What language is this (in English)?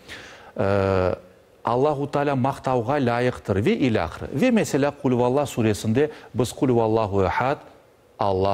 Crimean Tatar